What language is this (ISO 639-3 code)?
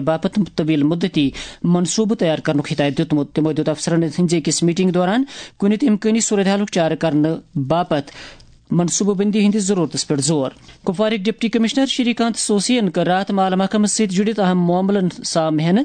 kas